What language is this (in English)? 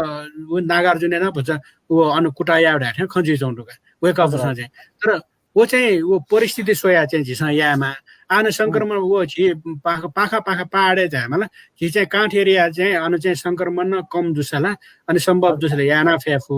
Newari